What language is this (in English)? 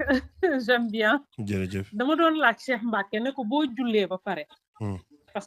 Wolof